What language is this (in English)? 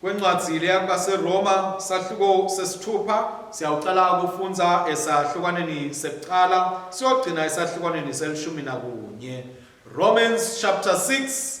Swati